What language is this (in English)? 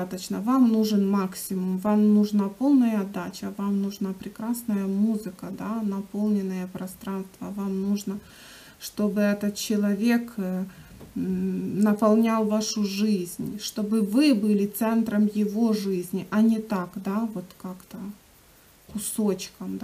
Russian